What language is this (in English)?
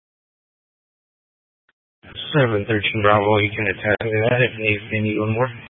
English